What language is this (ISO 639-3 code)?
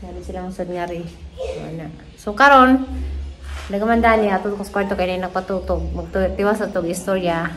ceb